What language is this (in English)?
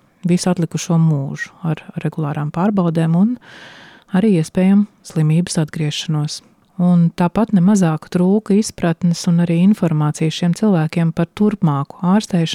Latvian